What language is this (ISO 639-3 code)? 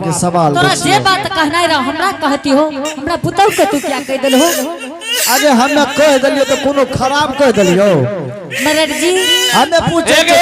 anp